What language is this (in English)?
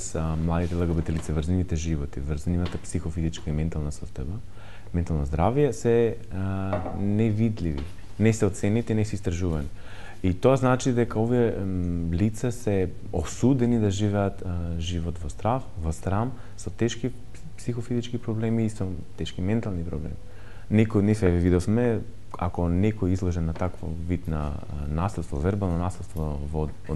Macedonian